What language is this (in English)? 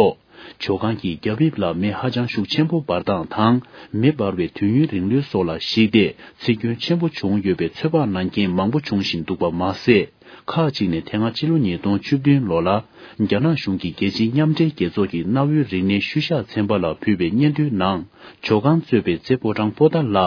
Tibetan